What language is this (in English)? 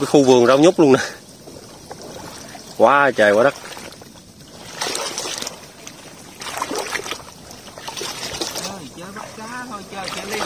Vietnamese